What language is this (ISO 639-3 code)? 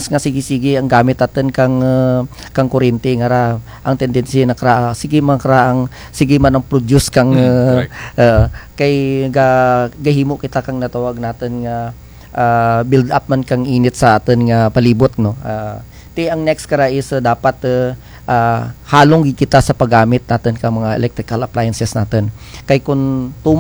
krj